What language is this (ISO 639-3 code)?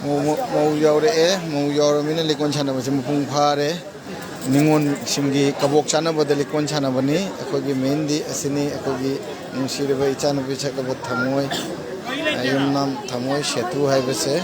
mni